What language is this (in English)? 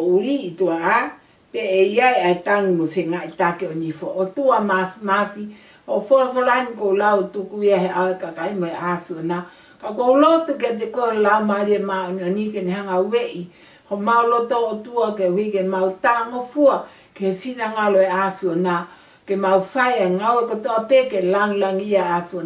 Tongan